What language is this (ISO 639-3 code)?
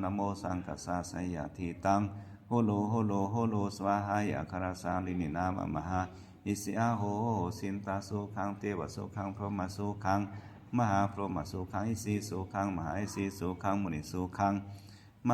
pli